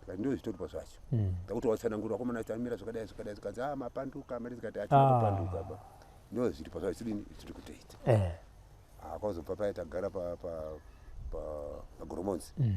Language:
Shona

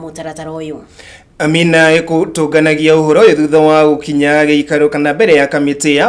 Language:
Kikuyu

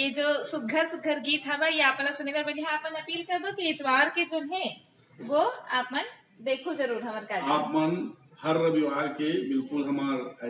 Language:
Chhattisgarhi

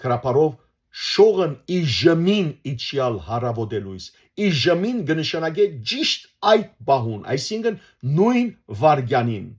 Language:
Western Armenian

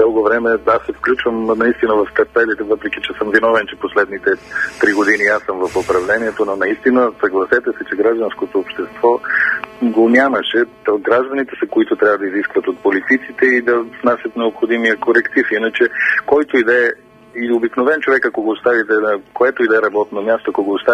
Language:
Bulgarian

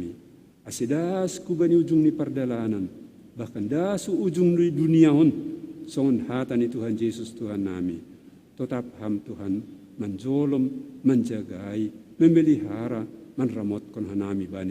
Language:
Batak Simalungun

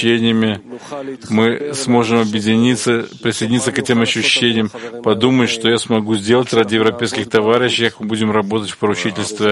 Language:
Russian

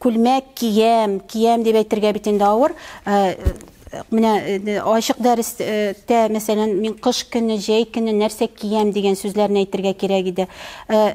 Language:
Tatar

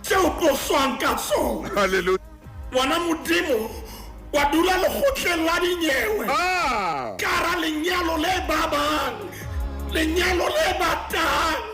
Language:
Southern Sotho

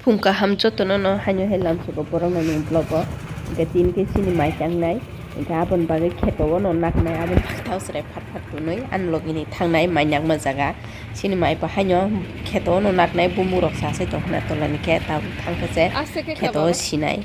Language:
Kok Borok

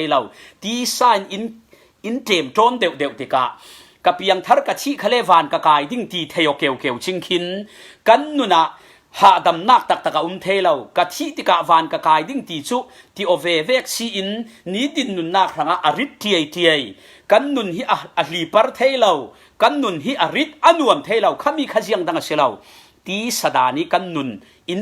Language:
Falam Chin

